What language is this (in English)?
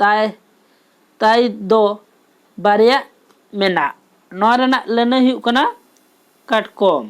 Santali